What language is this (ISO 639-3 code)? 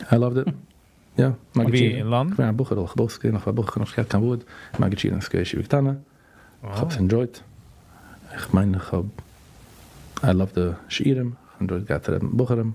yid